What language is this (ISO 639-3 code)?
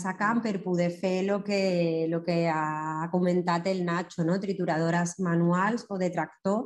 cat